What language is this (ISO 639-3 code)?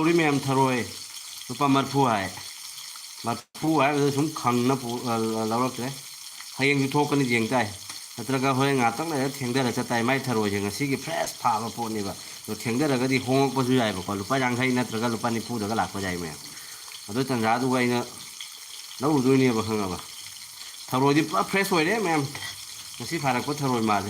mni